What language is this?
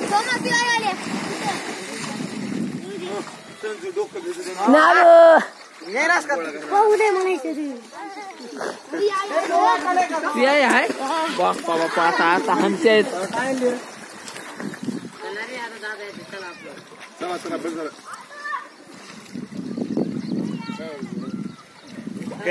Marathi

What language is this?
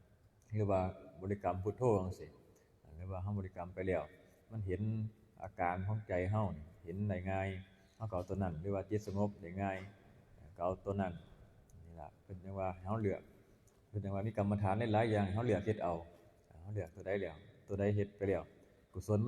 Northeastern Thai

